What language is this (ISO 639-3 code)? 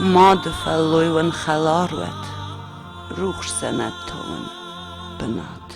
oss